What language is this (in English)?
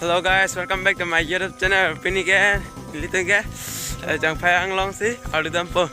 Karbi